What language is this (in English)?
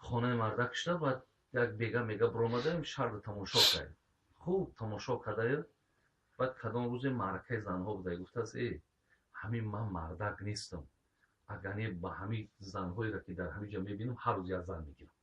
Tajik